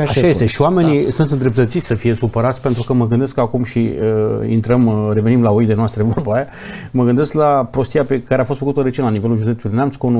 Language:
Romanian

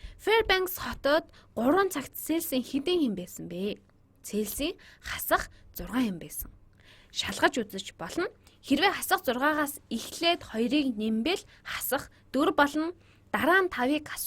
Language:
Mongolian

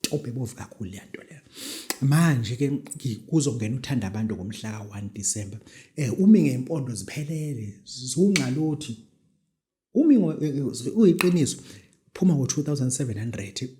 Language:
Zulu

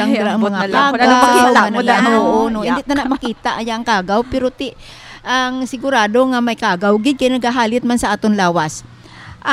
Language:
Hiligaynon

